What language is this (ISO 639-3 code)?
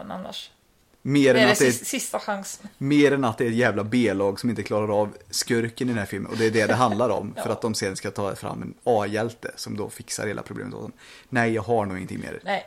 swe